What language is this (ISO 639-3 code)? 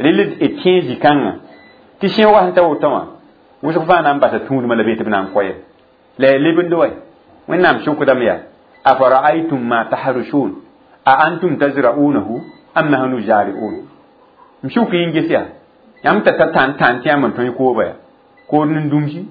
mos